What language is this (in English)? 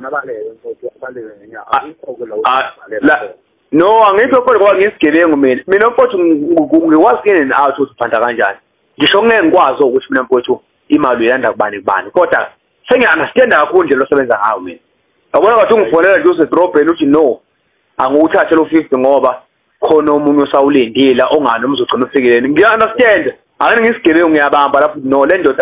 Zulu